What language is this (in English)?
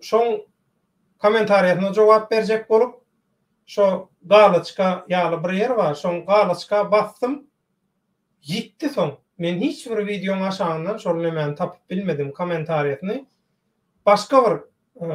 Turkmen